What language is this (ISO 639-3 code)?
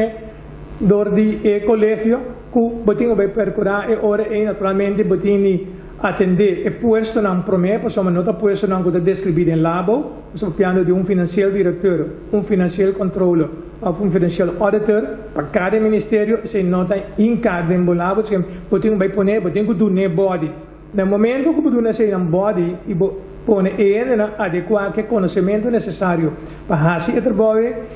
pap